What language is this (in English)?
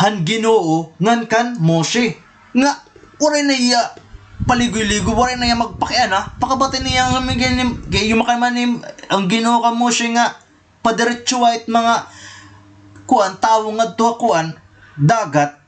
Waray